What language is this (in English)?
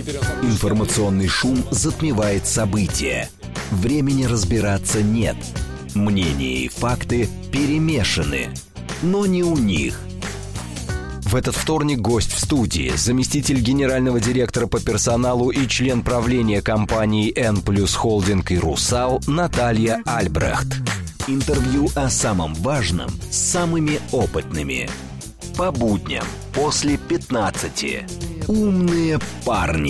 Russian